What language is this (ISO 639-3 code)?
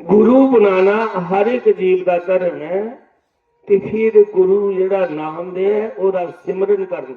doi